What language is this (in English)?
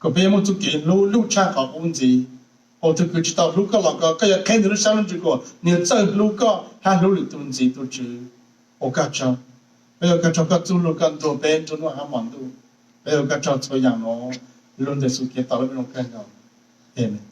Hmong